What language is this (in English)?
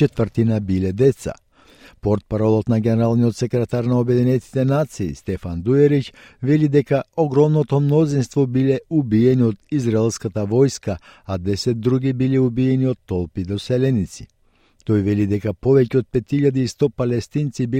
Macedonian